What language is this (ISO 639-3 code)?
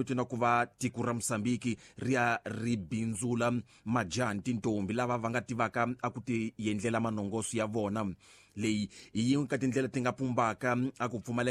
tso